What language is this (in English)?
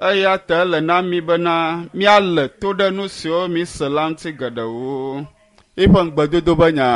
Ewe